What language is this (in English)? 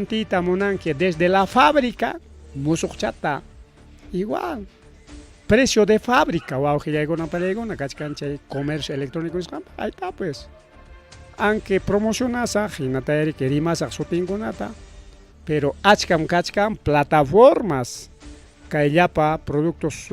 Ayacucho Quechua